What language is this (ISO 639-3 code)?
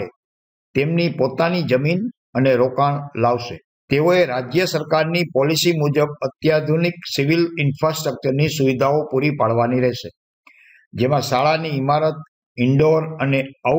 guj